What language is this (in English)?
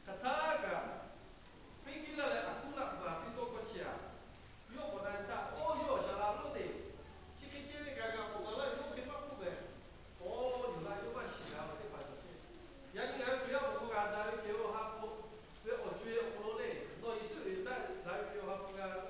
Lahu